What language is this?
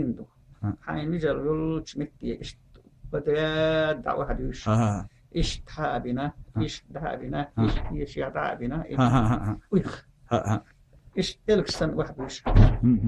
Chechen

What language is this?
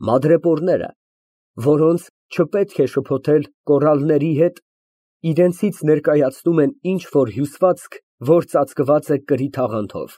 Armenian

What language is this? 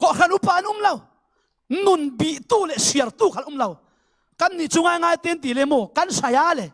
Falam Chin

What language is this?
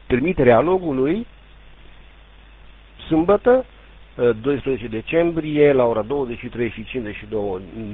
Romanian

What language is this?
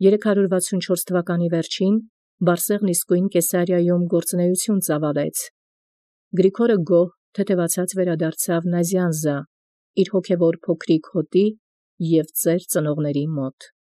Armenian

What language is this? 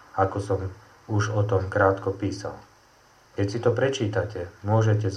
Slovak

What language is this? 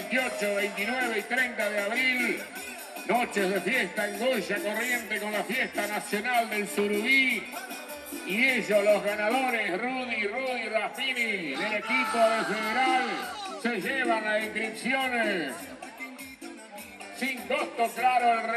Spanish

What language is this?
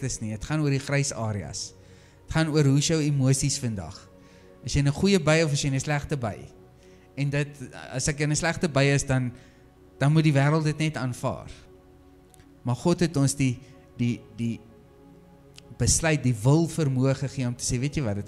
Afrikaans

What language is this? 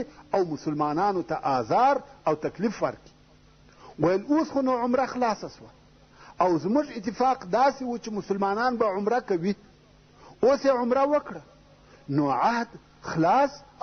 Pashto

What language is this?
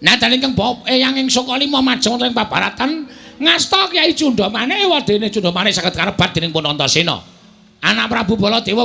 Javanese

